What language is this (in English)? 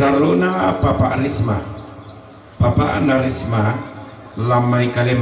Toraja-Sa'dan